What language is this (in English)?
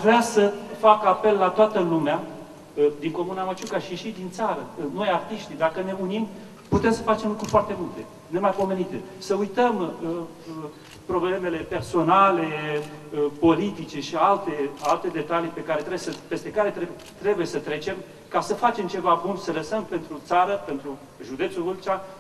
Romanian